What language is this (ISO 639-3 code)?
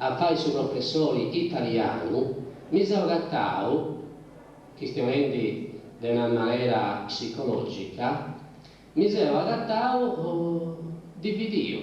srd